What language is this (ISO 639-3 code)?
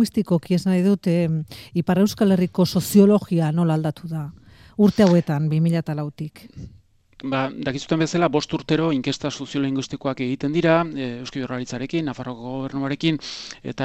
eus